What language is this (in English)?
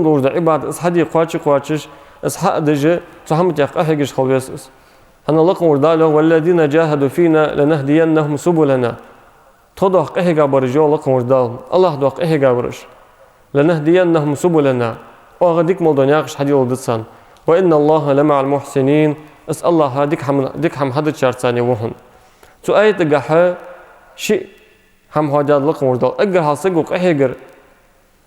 Ingush